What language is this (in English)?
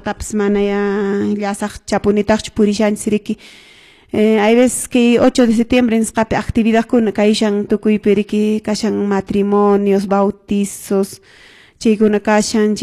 Quechua